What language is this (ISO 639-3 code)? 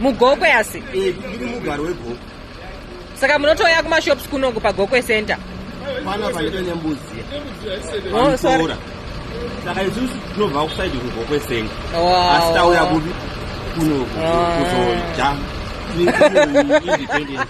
sna